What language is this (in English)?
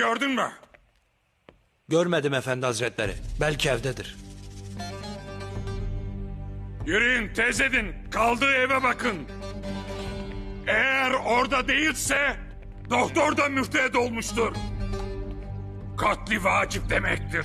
Turkish